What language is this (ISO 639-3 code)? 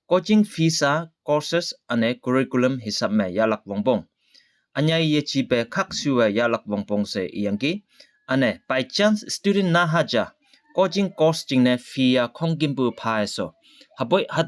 nbe